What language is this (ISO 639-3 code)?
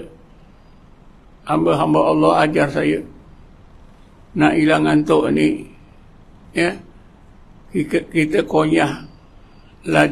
msa